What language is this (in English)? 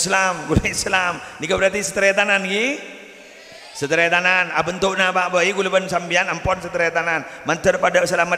Madurese